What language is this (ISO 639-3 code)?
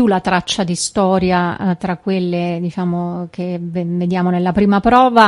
ita